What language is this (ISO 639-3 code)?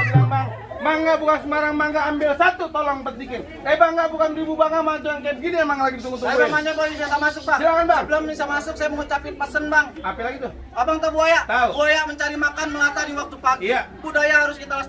bew